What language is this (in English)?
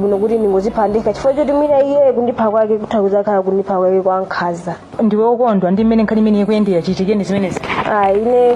Nyanja